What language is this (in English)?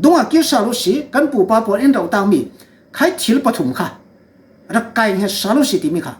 Falam Chin